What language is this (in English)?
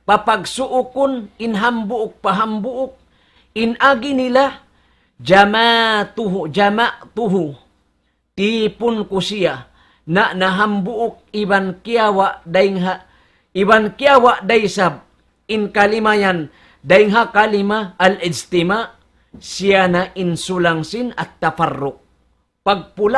Tausug